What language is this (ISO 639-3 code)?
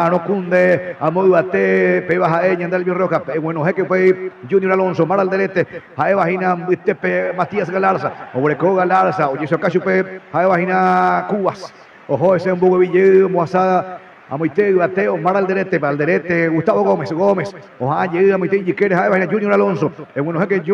grn